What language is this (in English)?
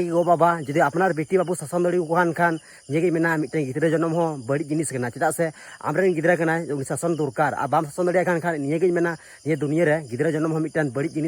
Santali